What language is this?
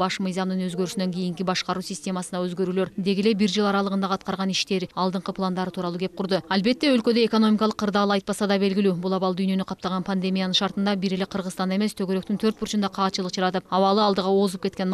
Kyrgyz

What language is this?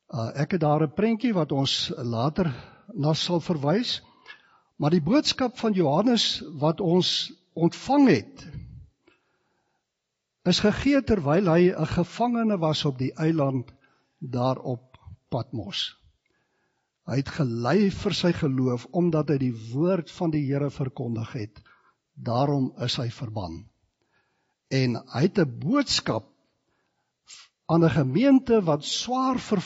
Afrikaans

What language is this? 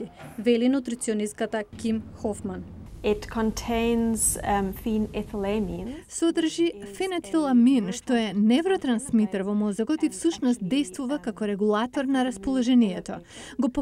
Macedonian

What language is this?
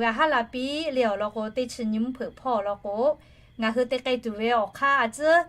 Lahu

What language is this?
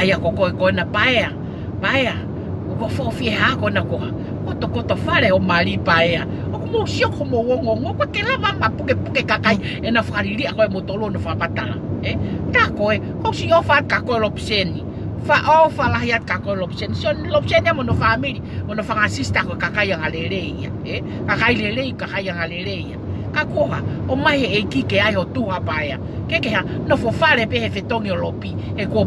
Tongan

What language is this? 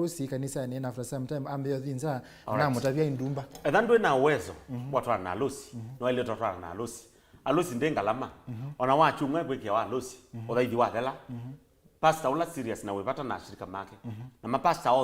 Kamba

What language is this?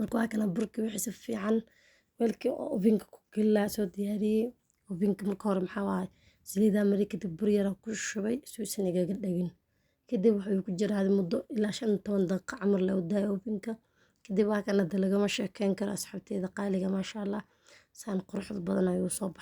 Somali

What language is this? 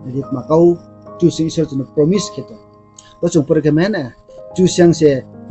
Riang (India)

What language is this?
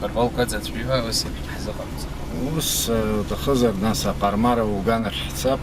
Abkhazian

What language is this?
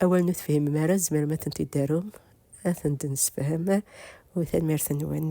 Kabyle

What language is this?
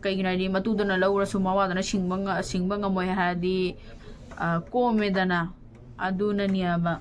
Manipuri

